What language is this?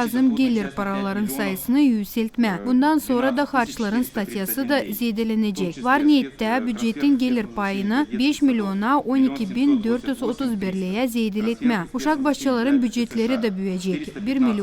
Gagauz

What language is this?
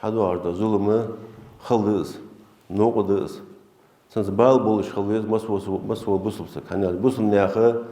Ingush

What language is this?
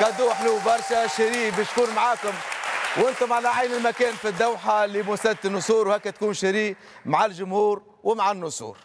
Tunisian Arabic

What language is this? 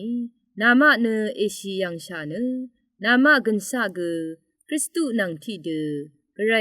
Rawang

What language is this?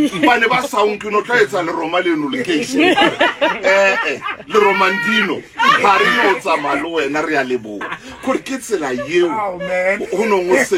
Southern Sotho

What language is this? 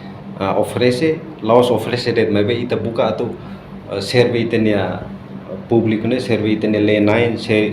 Tetum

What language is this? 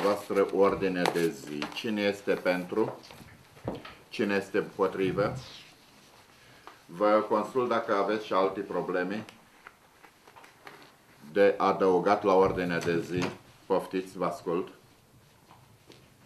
Romanian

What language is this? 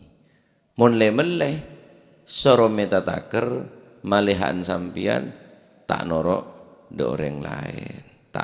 Madurese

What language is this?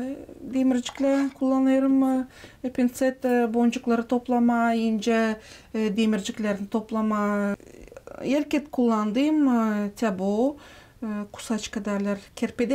Gagauz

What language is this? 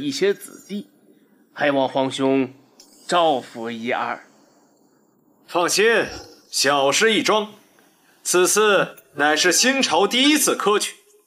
Chinese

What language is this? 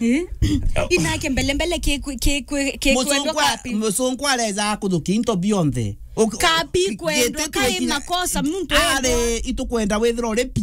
Meru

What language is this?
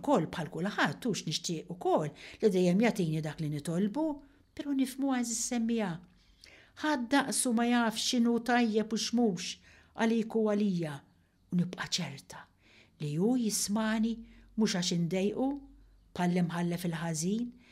Maltese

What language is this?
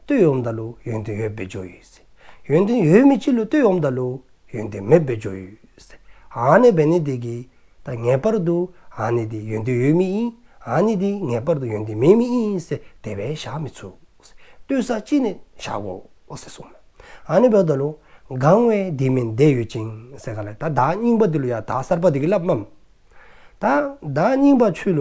Dzongkha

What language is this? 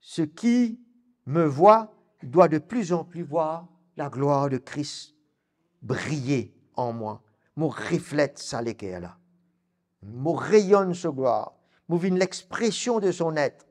Morisyen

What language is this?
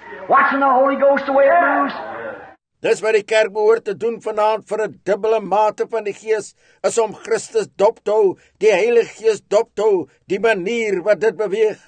Afrikaans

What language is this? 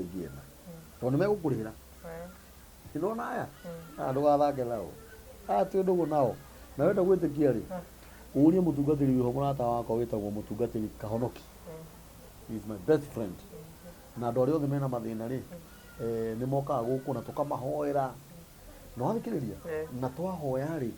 Kikuyu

